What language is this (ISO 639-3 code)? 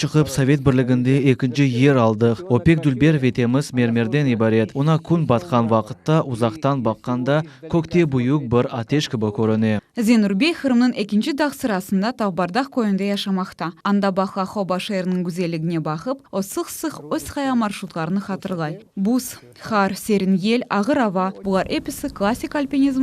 crh